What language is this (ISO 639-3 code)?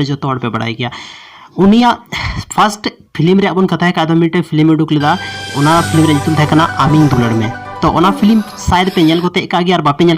sat